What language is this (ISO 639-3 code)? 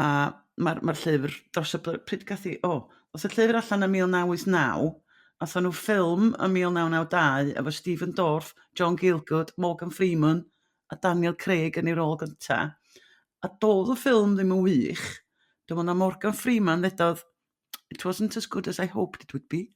cym